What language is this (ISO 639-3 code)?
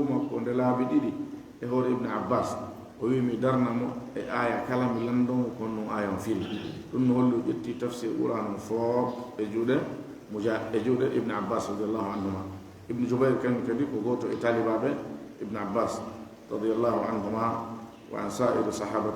ful